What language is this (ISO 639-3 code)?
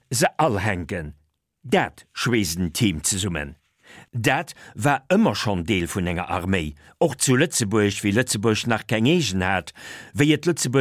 ltz